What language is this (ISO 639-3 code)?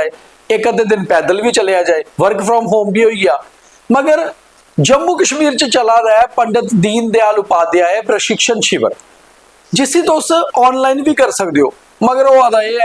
doi